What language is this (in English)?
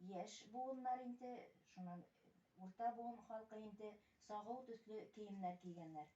Bashkir